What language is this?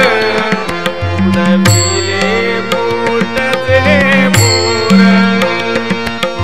Marathi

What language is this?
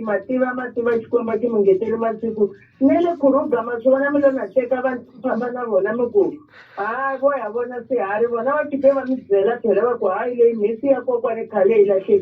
Tsonga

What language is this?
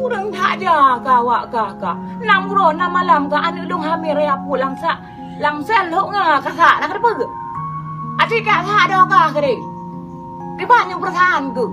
Achinese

